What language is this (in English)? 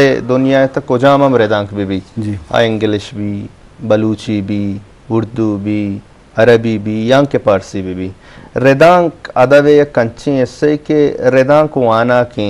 Eastern Balochi